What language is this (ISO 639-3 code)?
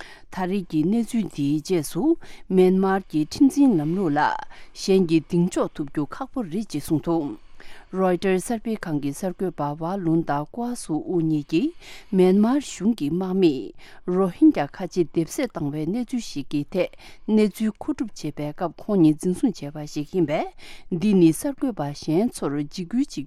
bod